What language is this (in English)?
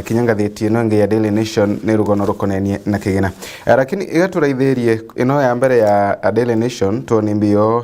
Meru